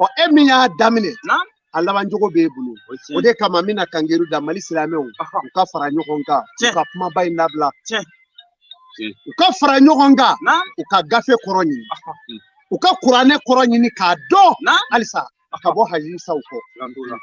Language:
Bambara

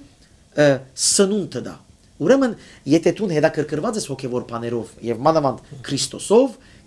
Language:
Western Armenian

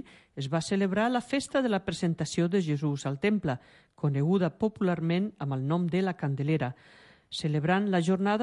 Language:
Catalan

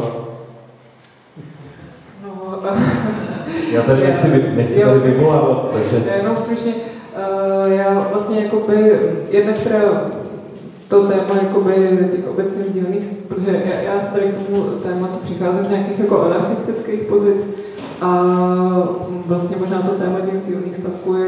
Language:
Czech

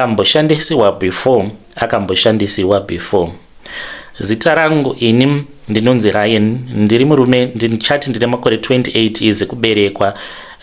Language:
Shona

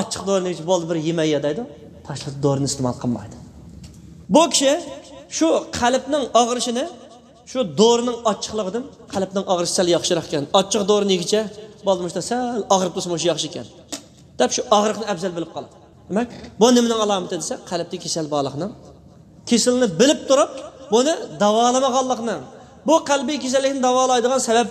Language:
Uyghur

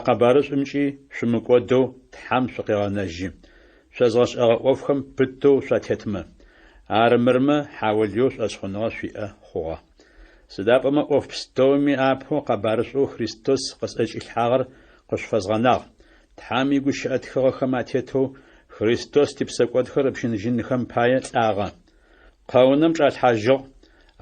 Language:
Adyghe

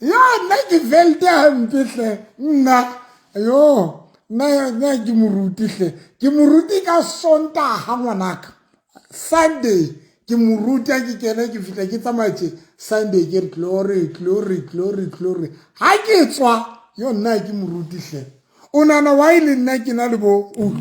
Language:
Southern Sotho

